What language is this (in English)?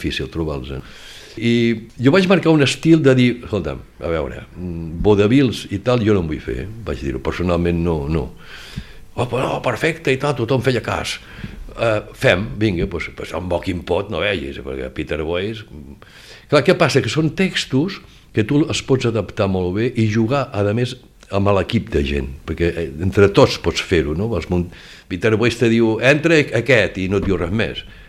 Catalan